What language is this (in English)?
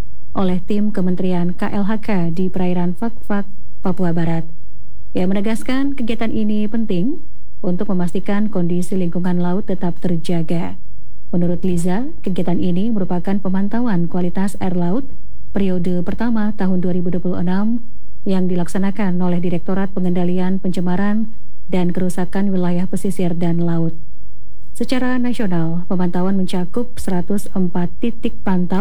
Indonesian